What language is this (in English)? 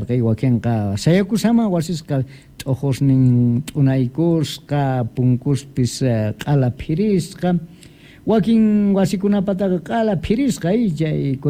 South Bolivian Quechua